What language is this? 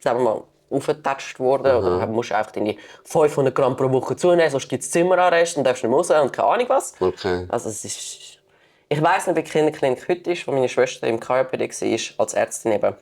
Swiss German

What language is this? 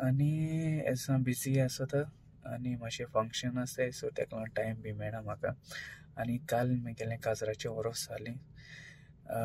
Konkani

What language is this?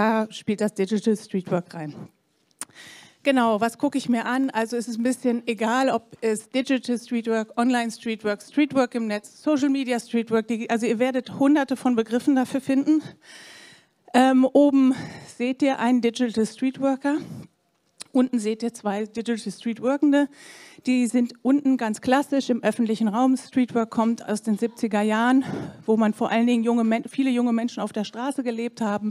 German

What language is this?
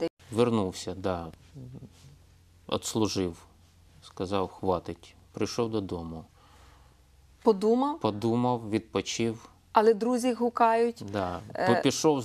Ukrainian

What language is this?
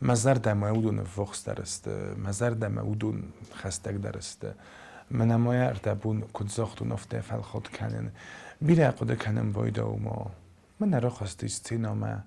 Ossetic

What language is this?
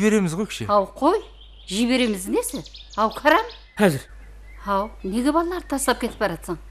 Kara-Kalpak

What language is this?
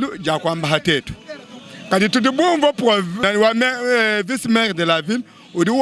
Luba-Lulua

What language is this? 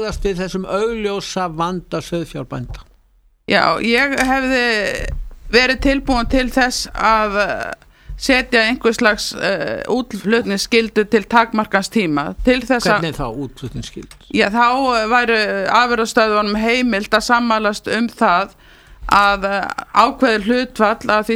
Icelandic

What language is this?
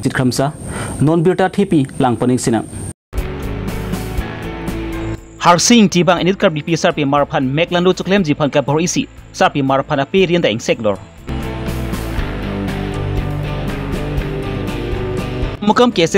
Karbi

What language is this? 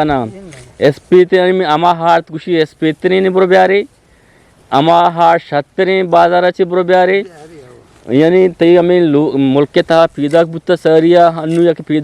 Eastern Balochi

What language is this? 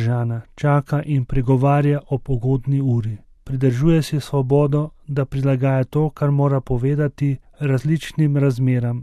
Slovenian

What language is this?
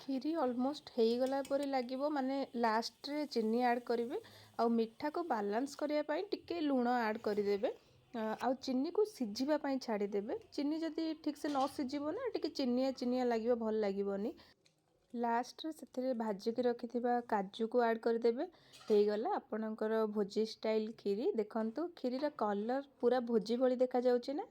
Odia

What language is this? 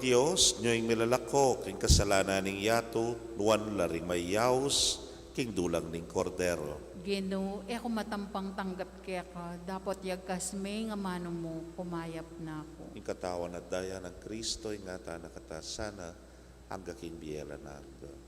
Pampanga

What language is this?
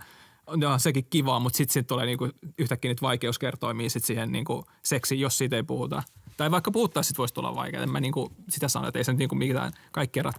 Finnish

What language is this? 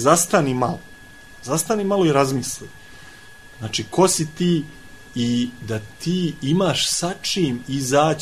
Serbian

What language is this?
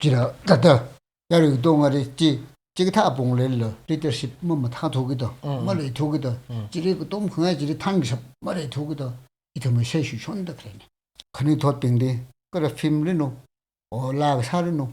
Tangkhul Naga (India)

